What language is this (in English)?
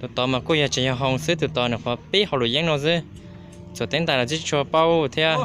Hmong